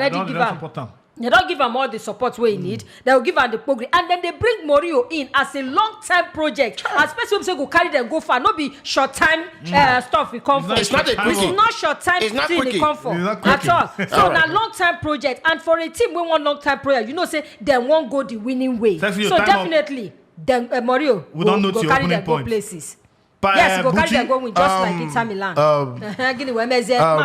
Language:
Nigerian Pidgin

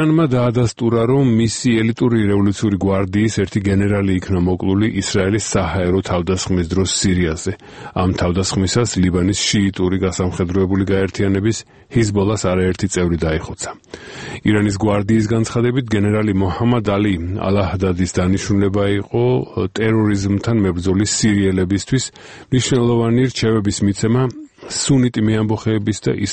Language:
Georgian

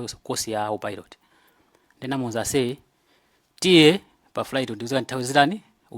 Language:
Nyanja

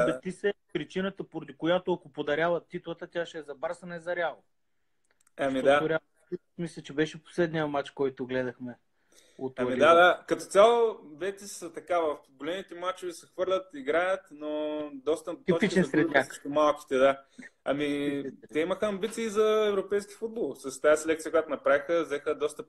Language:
Bulgarian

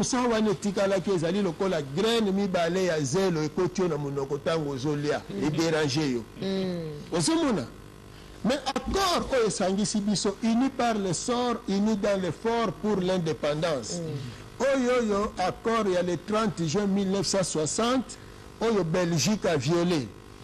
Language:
Lingala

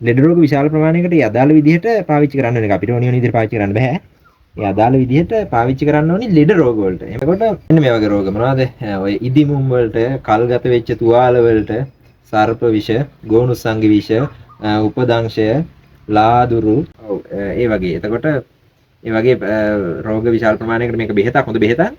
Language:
Sinhala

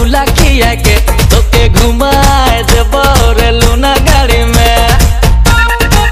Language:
Sadri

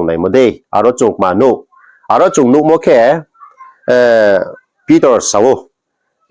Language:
Riang (India)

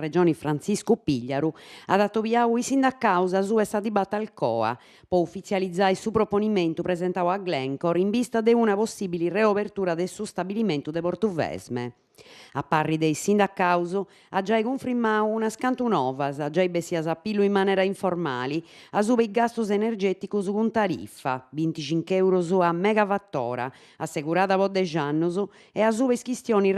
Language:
Sardinian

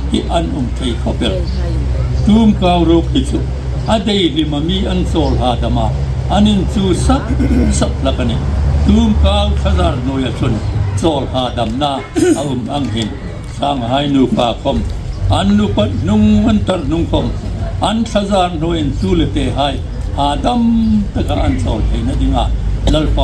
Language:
Hmar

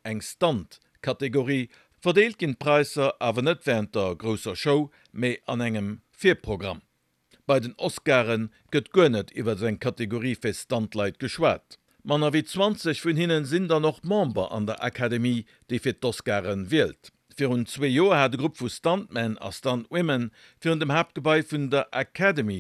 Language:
Luxembourgish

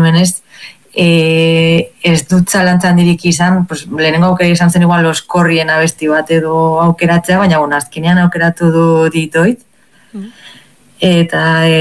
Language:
Basque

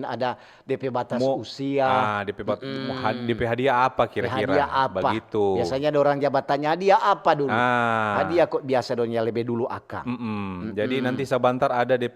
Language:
Manado Malay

